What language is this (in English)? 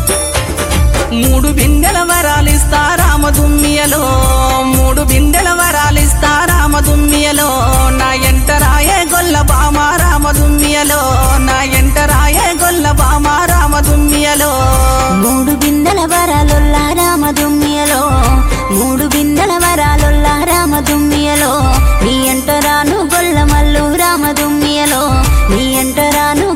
Telugu